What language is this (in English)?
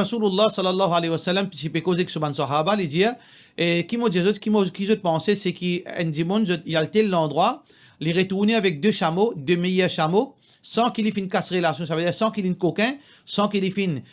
Morisyen